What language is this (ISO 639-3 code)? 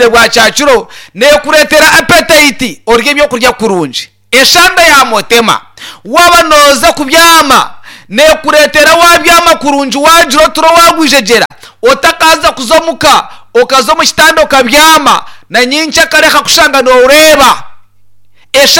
nyn